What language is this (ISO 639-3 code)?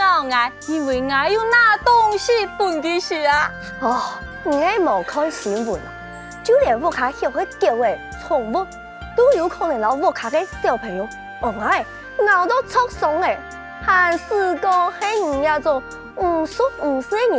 hak